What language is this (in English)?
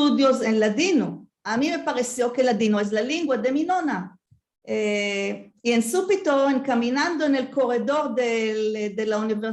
Ladino